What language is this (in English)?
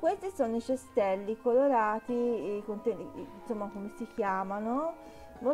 Italian